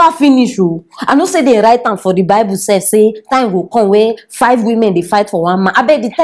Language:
Nigerian Pidgin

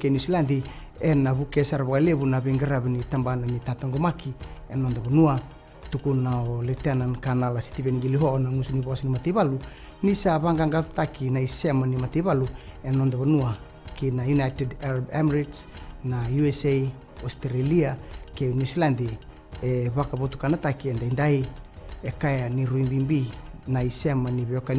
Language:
Fijian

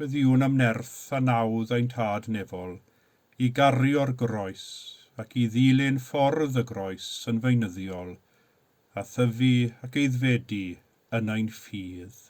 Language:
Welsh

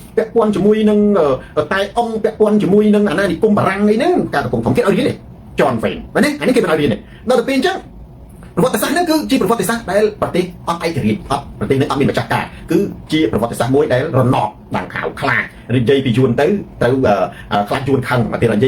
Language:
Khmer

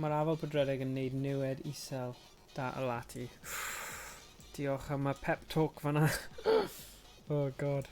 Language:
Welsh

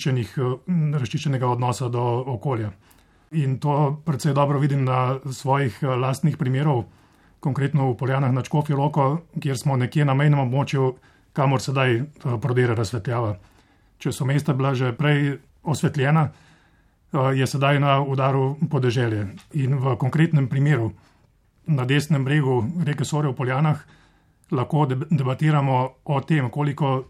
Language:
Slovenian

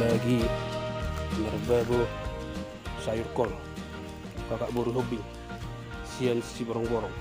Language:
Batak Toba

